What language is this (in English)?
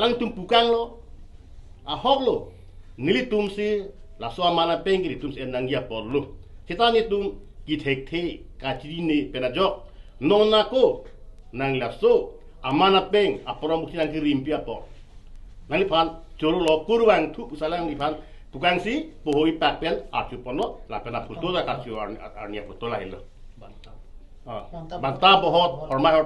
Karbi